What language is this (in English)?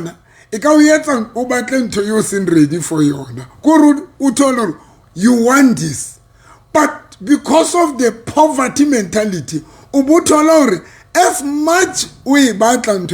Southern Sotho